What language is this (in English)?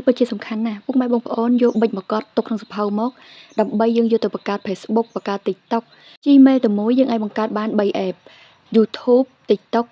Khmer